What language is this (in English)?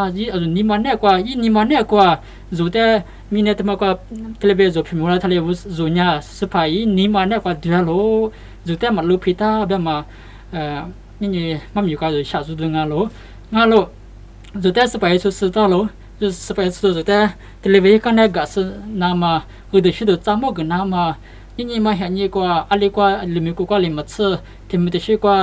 Lisu